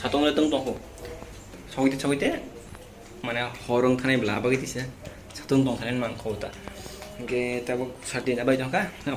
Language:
Kok Borok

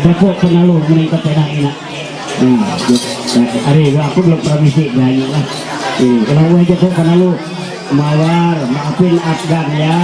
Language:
Ma'anyan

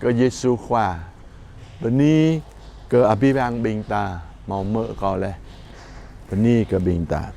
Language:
Jarai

